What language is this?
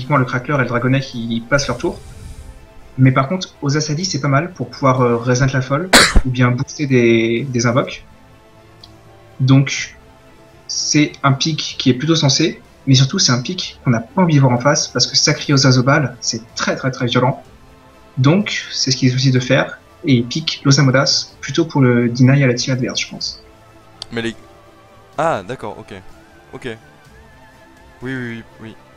French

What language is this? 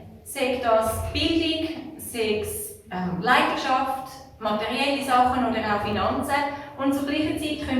Swiss German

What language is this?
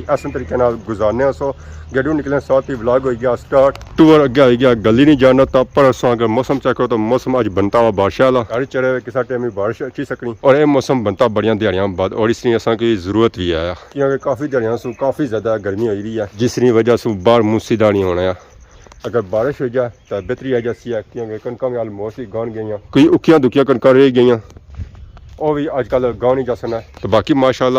Pahari-Potwari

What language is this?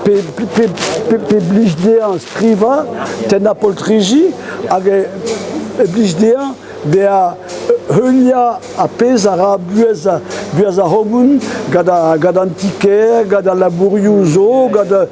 Breton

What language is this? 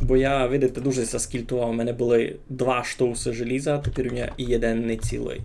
Rusyn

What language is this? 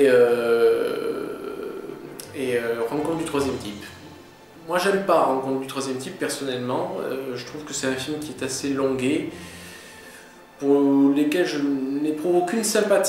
French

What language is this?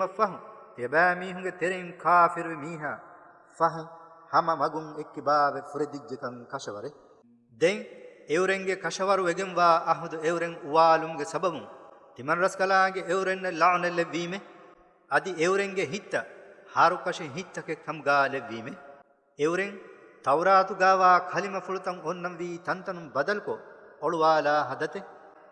Divehi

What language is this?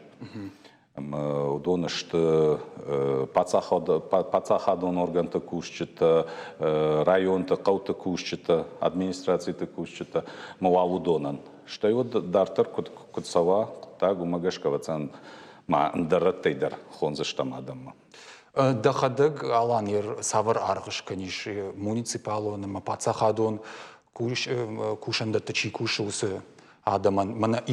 Ossetic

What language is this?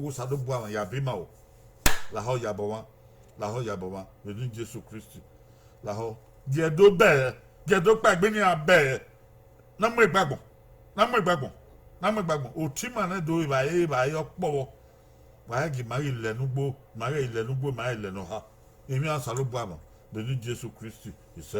Bini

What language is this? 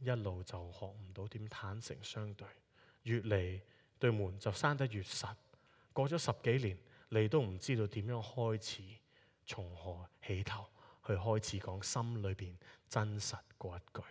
Cantonese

